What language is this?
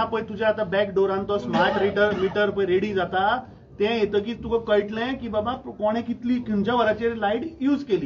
Konkani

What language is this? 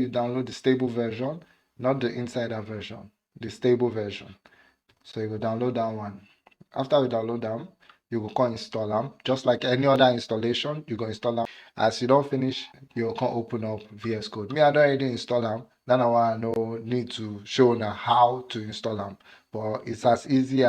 Nigerian Pidgin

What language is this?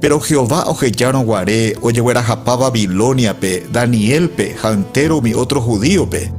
Guarani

